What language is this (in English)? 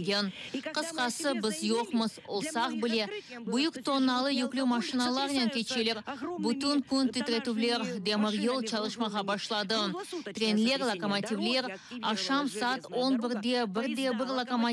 Crimean Tatar